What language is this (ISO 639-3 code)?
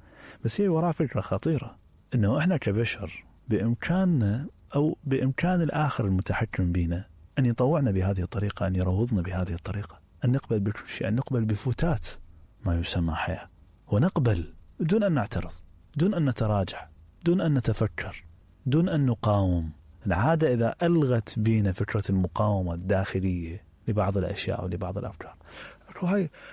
acm